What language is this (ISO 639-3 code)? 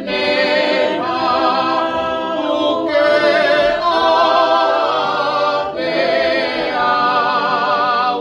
ton